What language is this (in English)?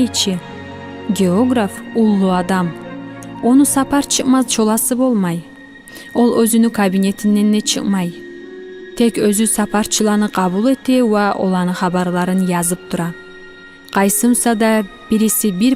Kumyk